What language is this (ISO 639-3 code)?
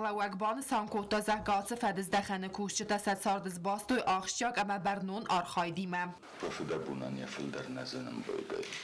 oss